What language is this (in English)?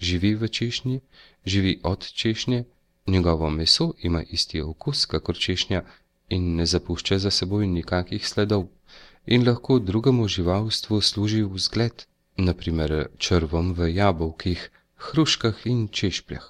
Slovenian